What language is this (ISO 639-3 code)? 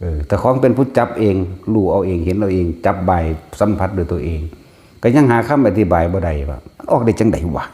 tts